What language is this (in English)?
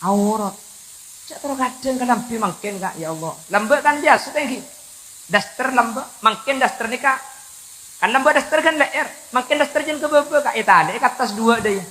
Madurese